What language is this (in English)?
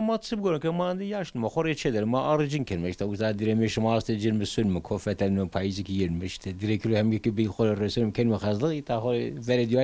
Zaza